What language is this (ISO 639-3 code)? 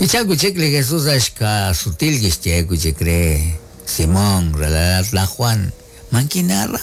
kek